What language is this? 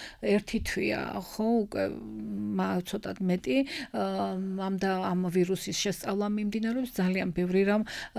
Georgian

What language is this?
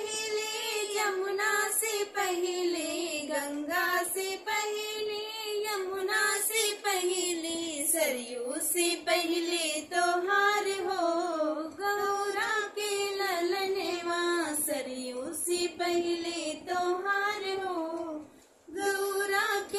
Bhojpuri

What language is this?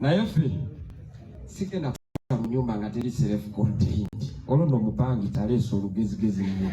Ganda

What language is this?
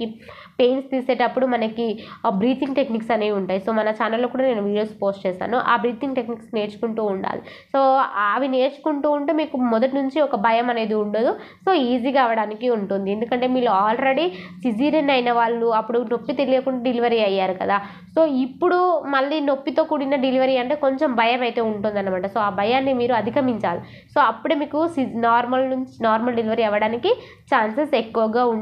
Telugu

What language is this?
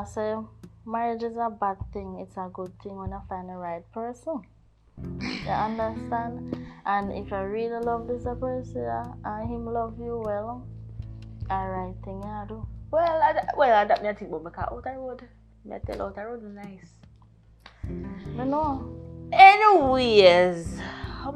Jamaican Creole English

